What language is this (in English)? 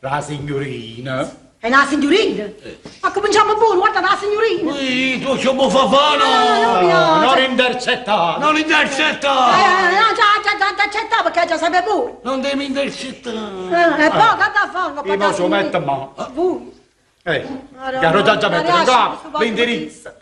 Neapolitan